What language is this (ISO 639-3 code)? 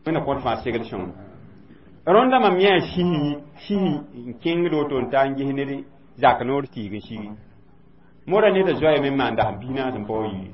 mos